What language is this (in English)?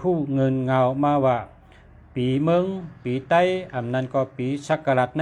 Shan